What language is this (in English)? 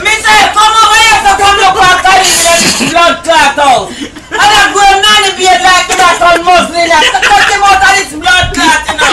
Jamaican Creole English